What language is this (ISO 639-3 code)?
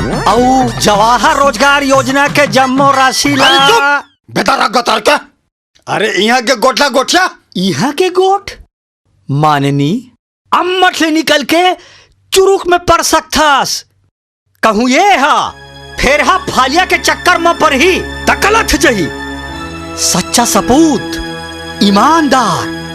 hne